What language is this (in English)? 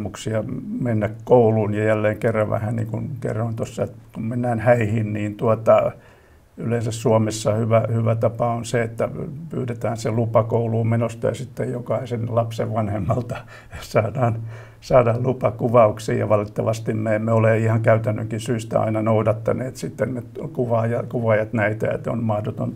Finnish